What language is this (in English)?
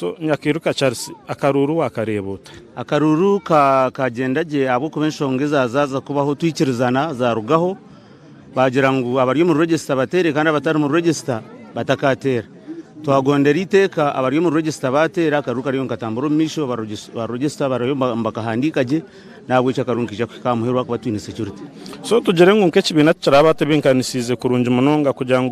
Nyankole